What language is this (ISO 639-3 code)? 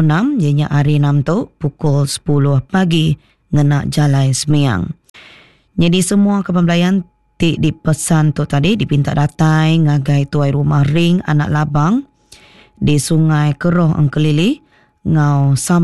iba